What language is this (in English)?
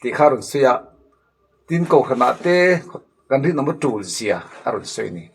Mizo